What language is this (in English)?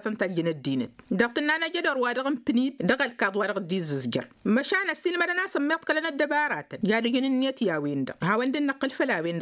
Tamasheq